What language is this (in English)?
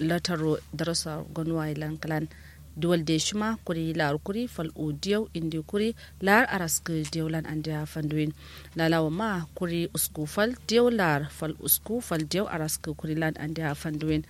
Kanuri